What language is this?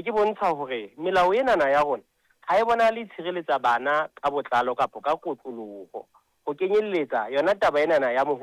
Southern Sotho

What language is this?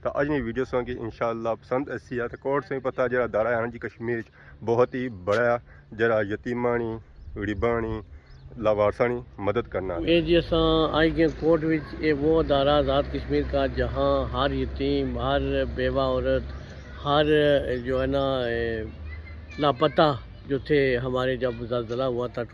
Pahari-Potwari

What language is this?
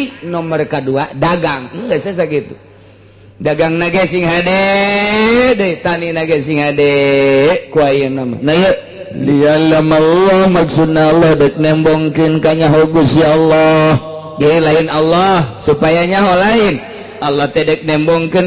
Sundanese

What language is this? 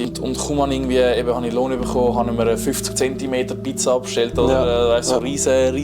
Swiss German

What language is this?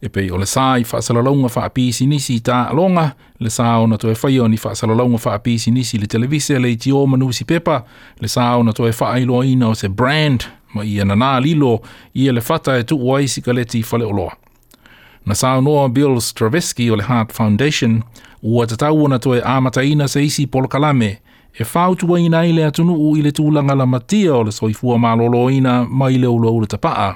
Samoan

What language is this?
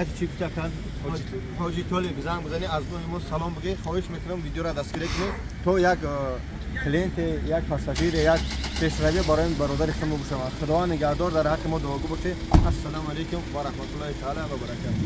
Tajik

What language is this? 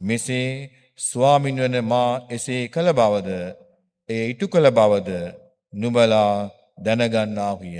Sinhala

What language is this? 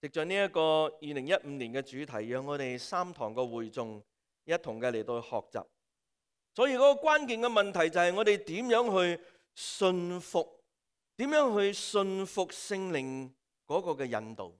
Cantonese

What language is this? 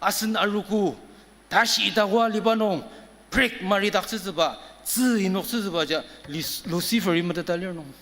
Ao Naga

